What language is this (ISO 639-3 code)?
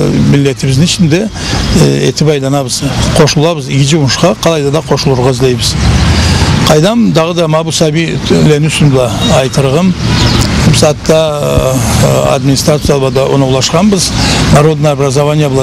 krc